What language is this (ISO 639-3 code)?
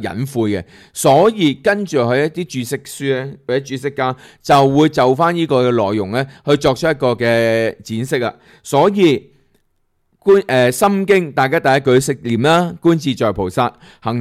yue